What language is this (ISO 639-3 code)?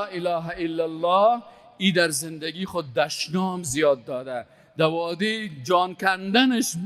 fas